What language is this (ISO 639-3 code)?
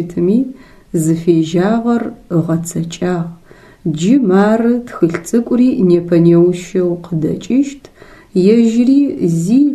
ady